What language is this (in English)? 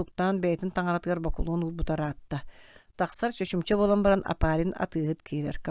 Yakut